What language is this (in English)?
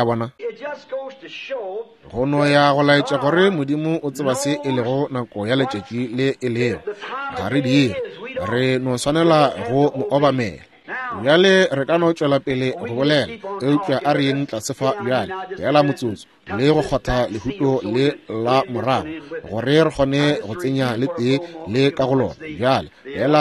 Northern Sotho